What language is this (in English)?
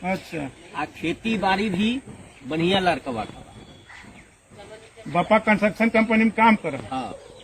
Magahi